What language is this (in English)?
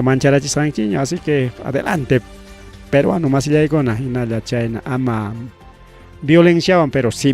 Ayacucho Quechua